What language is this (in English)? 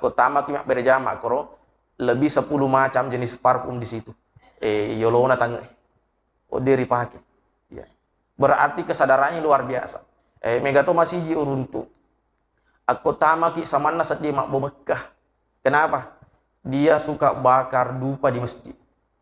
Buginese